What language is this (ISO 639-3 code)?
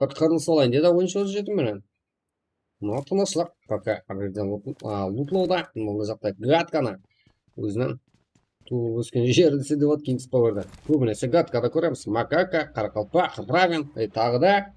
kaa